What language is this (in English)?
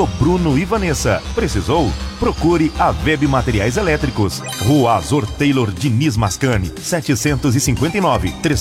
Portuguese